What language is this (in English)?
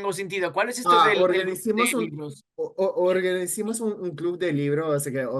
Ladino